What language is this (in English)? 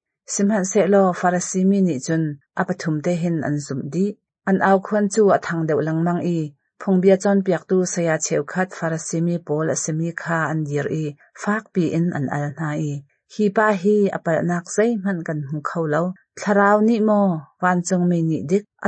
Hakha Chin